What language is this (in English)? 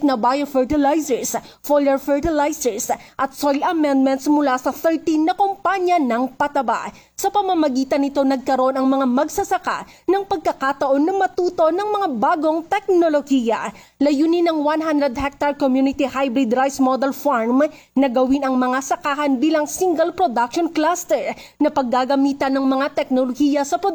Filipino